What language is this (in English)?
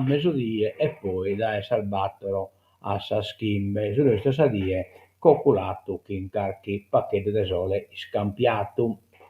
Sardinian